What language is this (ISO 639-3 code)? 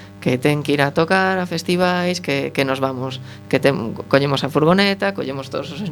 glg